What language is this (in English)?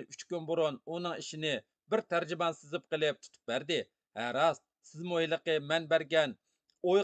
Uyghur